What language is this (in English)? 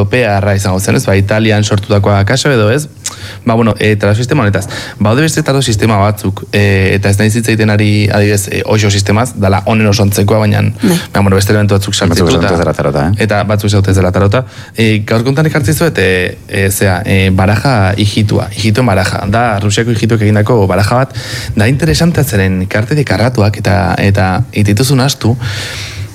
Basque